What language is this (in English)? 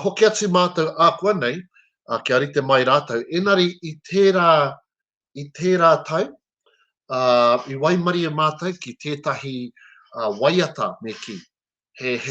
Māori